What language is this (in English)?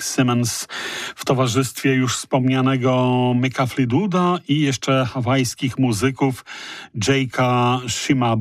Polish